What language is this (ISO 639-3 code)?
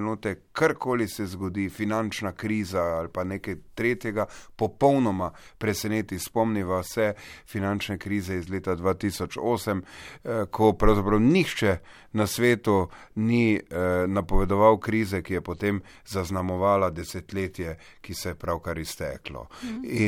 slv